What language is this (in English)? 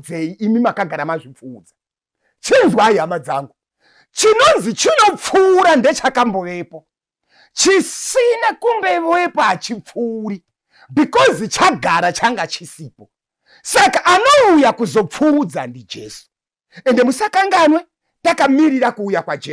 Shona